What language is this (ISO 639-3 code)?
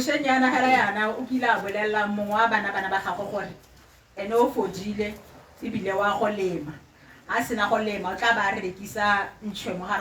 tsn